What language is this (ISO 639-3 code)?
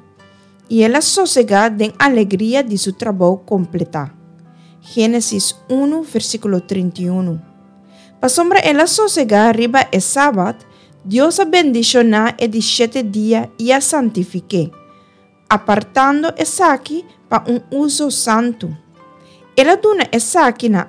pap